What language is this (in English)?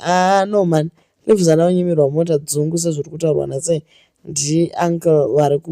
Shona